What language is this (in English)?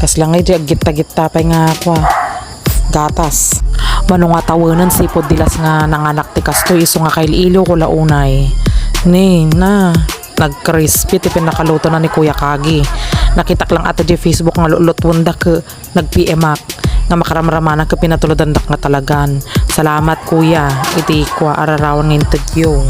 Iloko